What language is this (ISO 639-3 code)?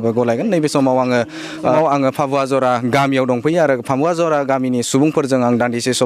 brx